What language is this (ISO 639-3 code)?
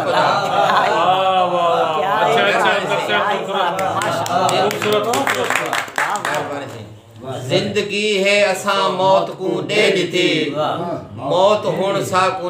skr